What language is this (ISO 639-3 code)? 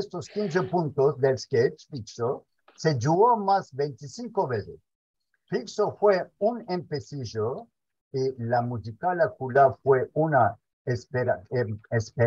lad